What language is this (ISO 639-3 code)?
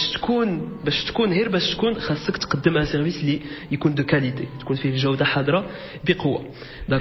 ary